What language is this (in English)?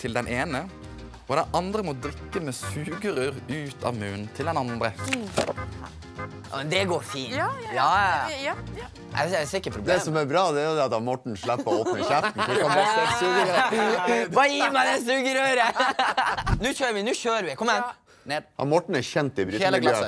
Norwegian